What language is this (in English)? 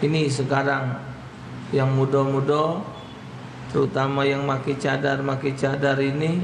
Musi